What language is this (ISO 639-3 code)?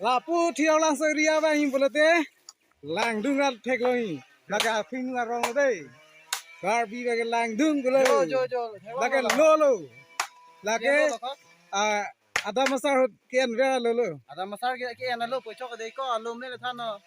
mjw